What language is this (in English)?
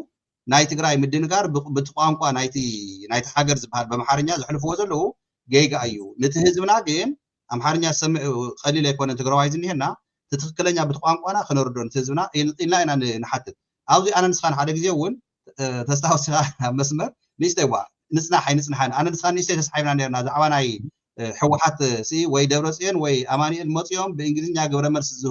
Tigrinya